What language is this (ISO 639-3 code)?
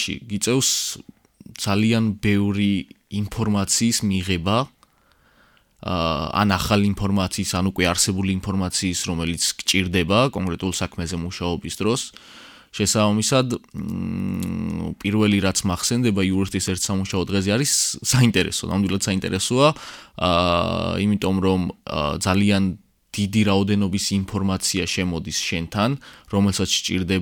kat